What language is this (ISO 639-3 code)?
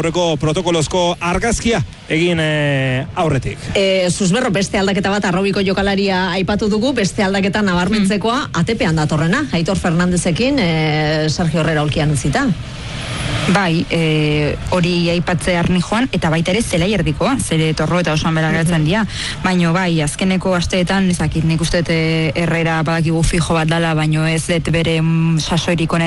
eus